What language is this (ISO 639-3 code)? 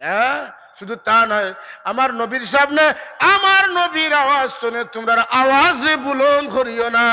syl